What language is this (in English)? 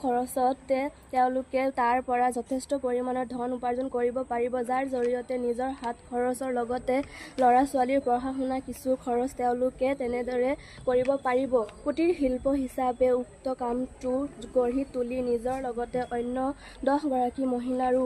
Assamese